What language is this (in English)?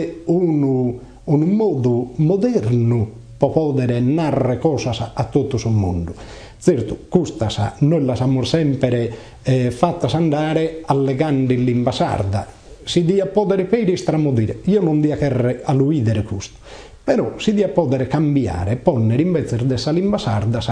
Sardinian